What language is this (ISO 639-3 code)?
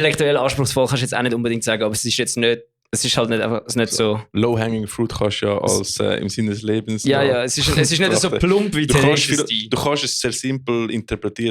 gsw